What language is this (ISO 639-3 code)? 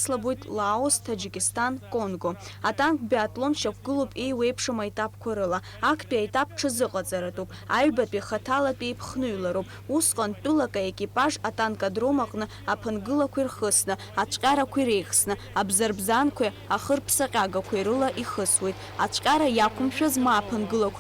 abk